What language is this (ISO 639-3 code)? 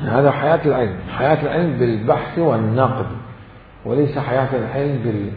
acm